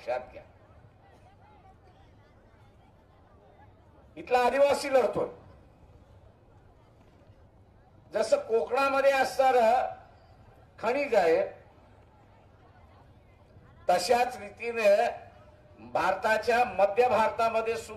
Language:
Marathi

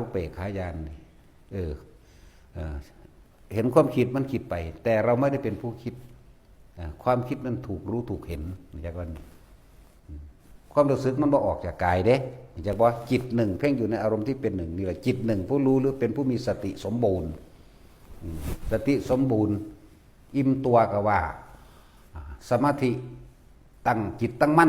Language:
Northeastern Thai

